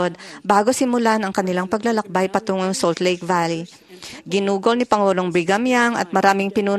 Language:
Filipino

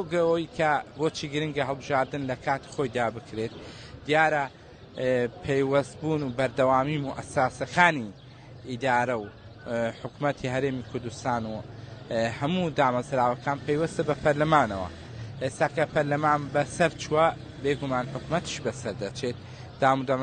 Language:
Central Kurdish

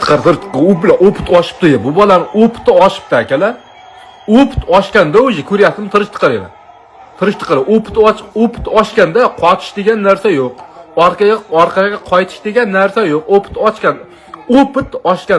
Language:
Uzbek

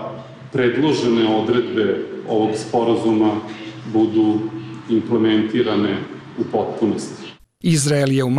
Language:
Bosnian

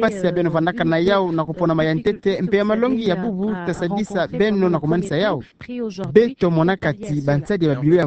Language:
Kituba (Democratic Republic of Congo)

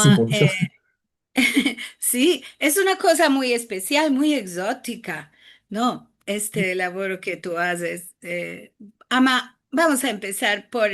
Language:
Ladino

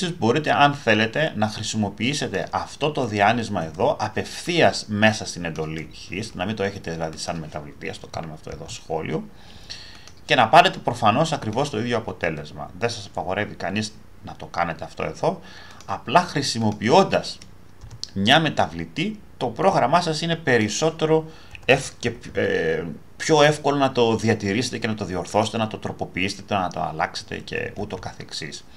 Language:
Greek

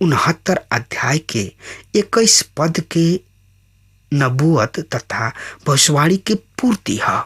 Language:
Bhojpuri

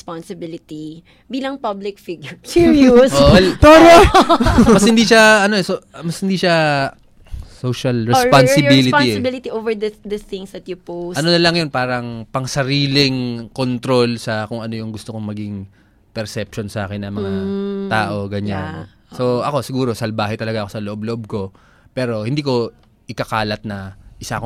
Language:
Filipino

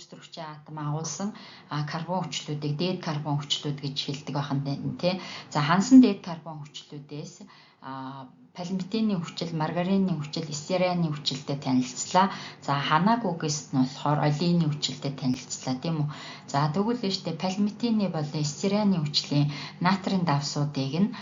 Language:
Mongolian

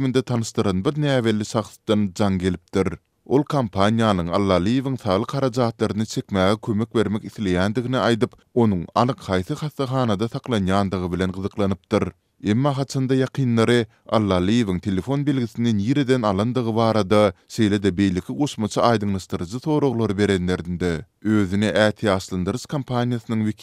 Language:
Turkmen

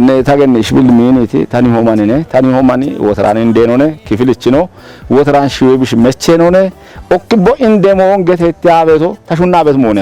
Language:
Kafa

